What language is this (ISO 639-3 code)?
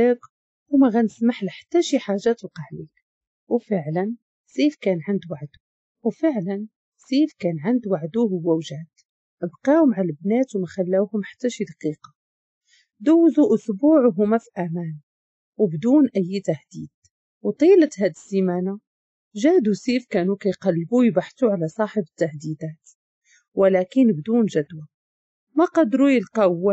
ary